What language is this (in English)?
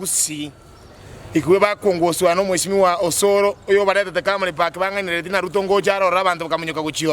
Gusii